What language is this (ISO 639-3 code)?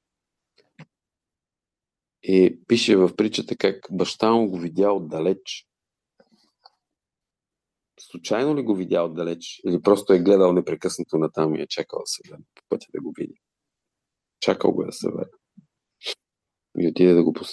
bul